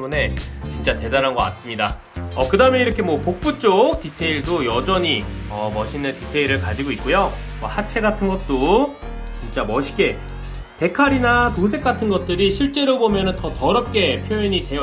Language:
Korean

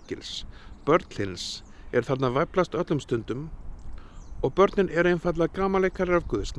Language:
Icelandic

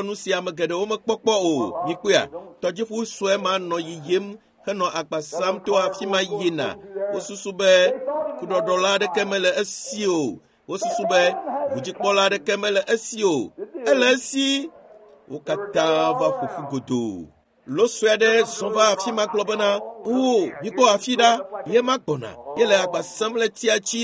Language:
Ewe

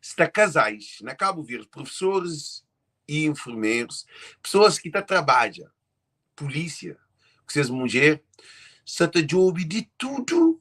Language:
Kabuverdianu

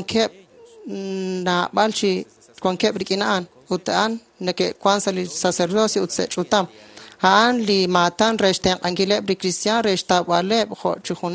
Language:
Kekchí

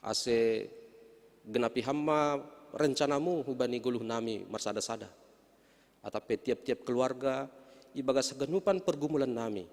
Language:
Batak Simalungun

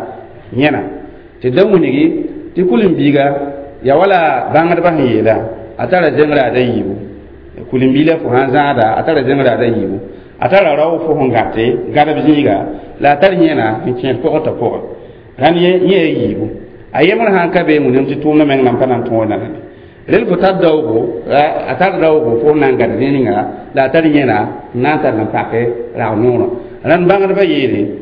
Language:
Mossi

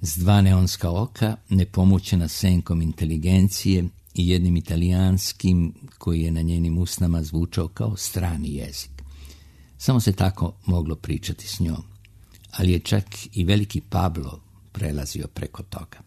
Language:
Serbian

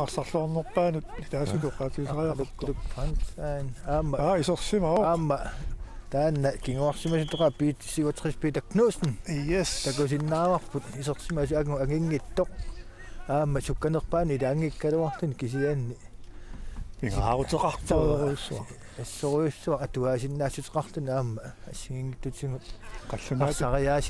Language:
Kalaallisut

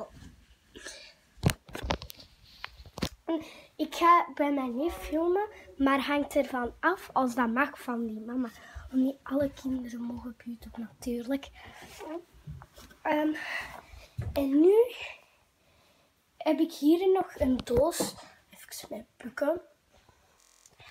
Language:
Dutch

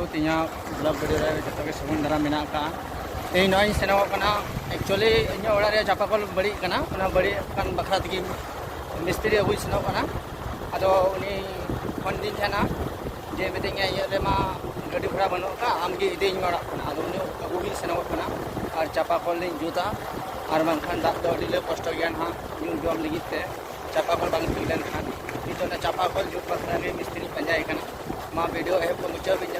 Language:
Santali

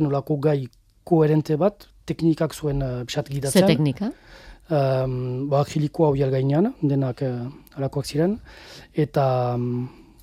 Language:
Basque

